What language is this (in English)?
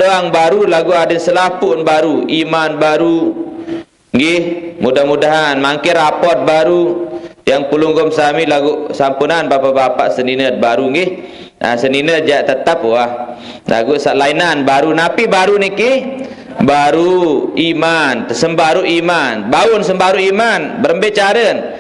Sasak